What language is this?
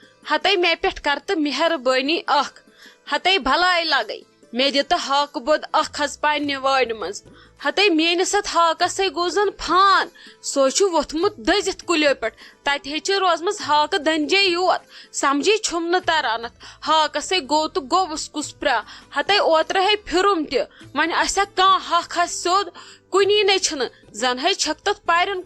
Kashmiri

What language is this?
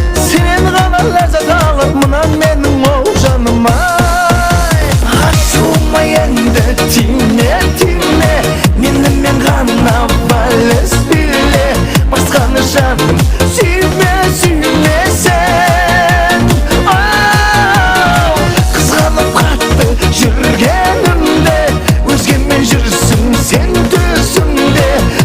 Kara-Kalpak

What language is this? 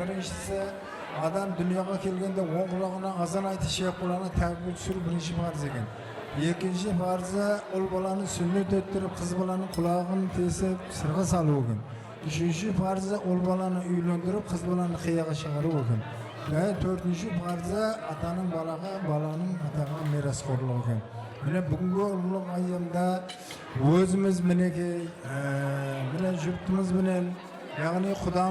Kara-Kalpak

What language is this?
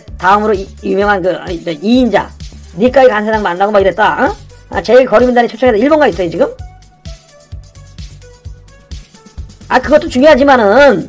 Korean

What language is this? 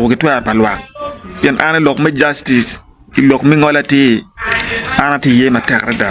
Acoli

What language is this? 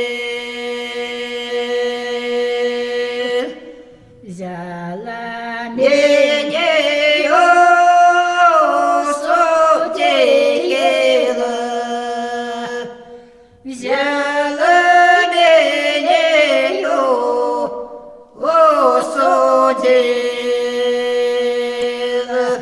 Ukrainian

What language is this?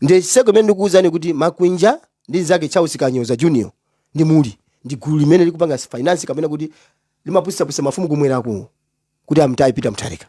Nyanja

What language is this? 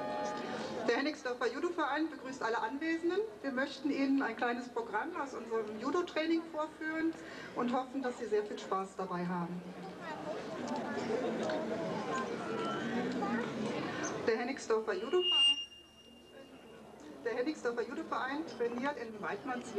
German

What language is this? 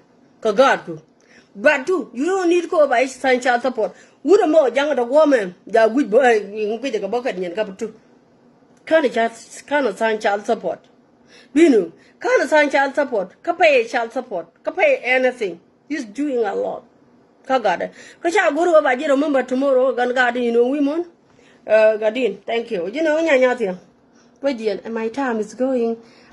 Nuer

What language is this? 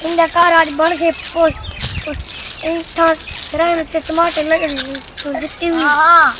Saraiki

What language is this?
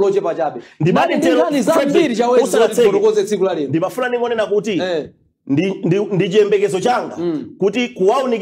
Nyanja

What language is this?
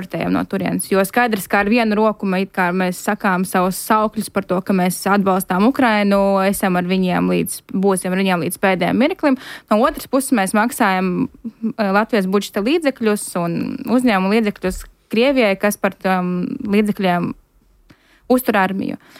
Latvian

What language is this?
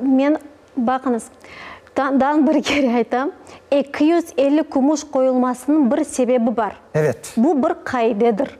Crimean Tatar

